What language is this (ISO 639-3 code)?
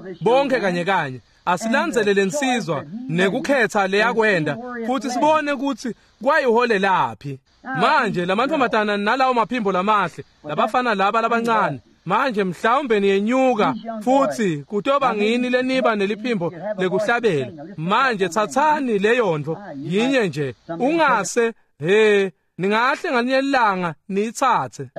ssw